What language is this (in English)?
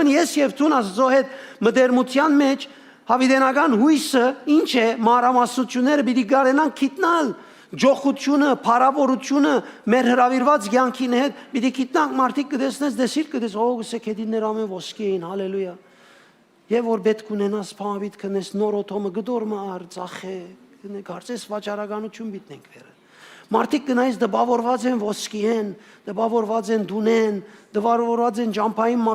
Western Armenian